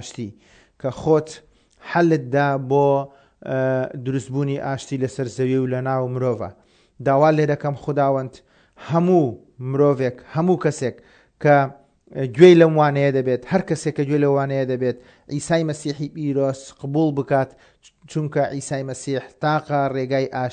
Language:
Central Kurdish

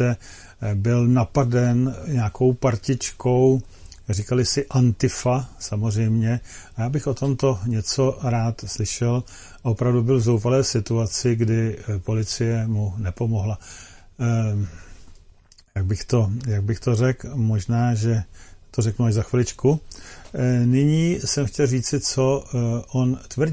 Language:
Czech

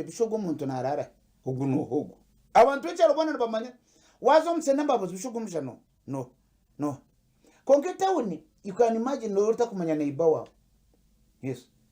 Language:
Nyankole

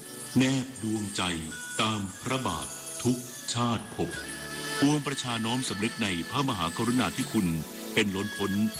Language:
Thai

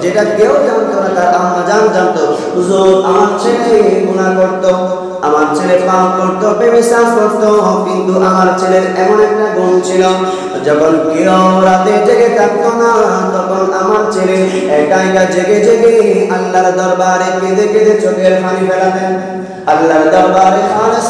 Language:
Bangla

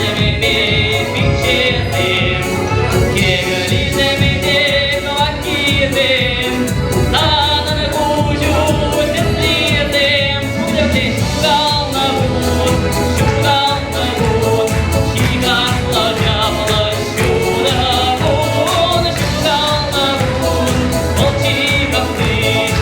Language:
Chuvash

